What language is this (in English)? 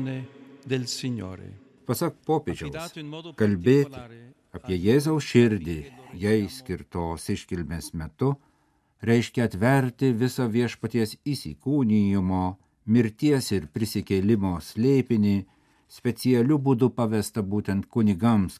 Lithuanian